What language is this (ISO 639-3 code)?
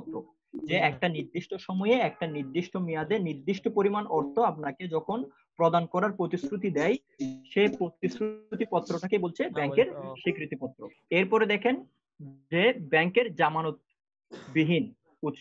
ben